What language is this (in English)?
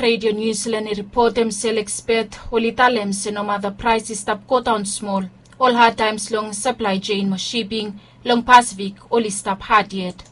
Bislama